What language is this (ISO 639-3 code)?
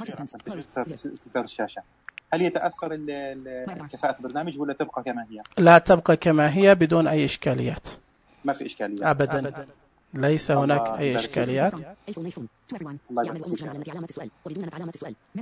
ars